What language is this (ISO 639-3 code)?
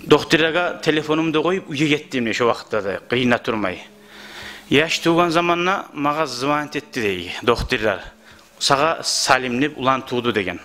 kum